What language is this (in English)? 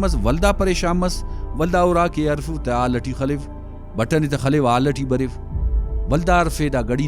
Brahui